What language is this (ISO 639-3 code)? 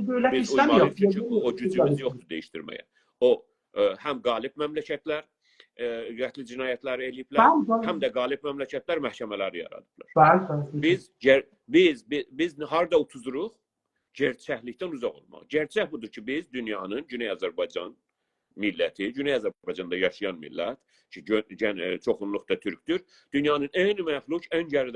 azb